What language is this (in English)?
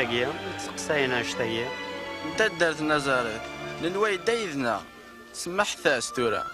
Kabyle